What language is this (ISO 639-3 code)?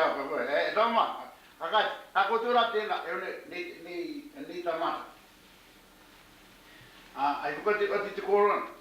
mri